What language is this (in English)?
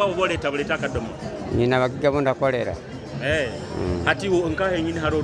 Nyoro